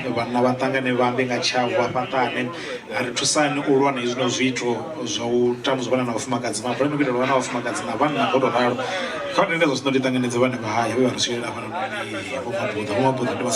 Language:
Venda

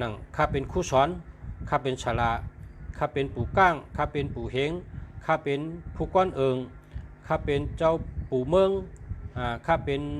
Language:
Shan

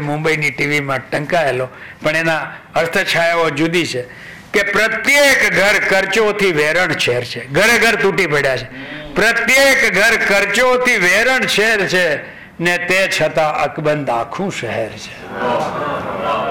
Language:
Gujarati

